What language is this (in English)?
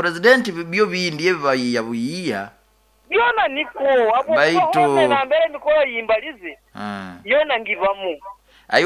Nyoro